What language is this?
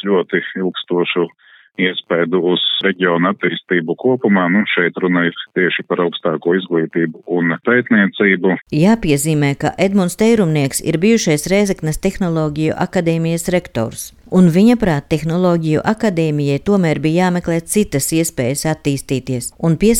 Latvian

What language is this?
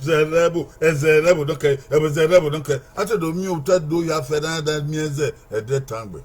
Bini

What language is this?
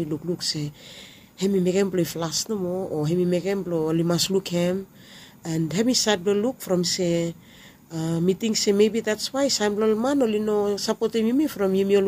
Bislama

